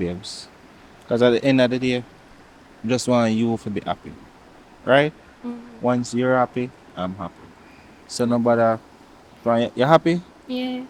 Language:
Jamaican Creole English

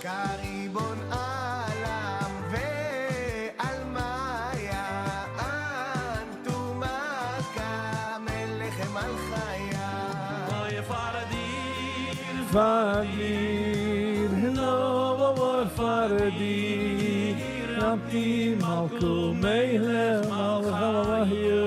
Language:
Yiddish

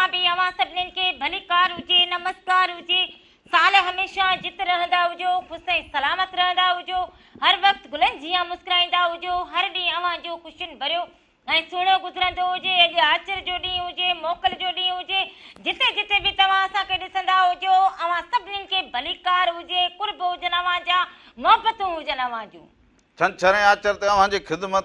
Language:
Sindhi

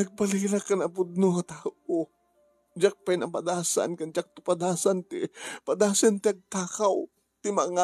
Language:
Iloko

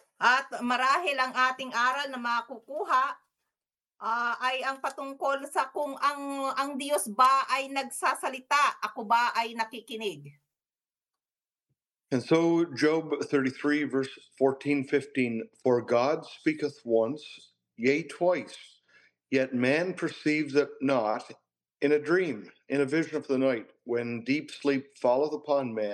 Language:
Filipino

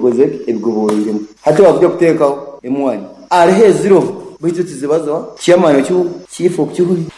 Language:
Nyoro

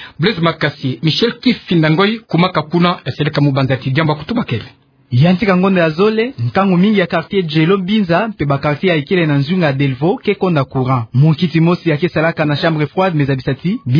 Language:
Kituba (Democratic Republic of Congo)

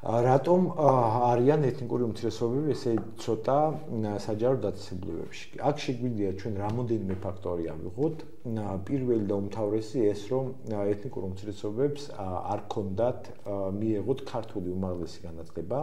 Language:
Georgian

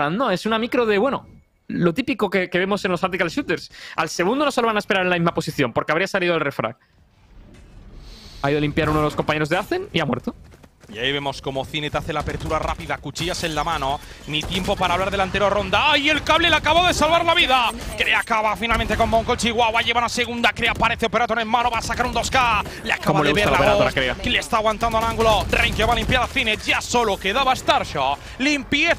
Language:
Spanish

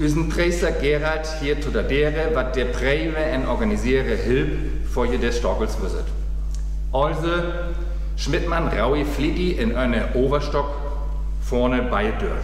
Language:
Northern Frisian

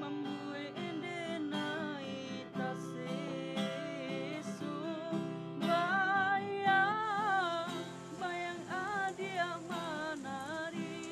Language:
Minangkabau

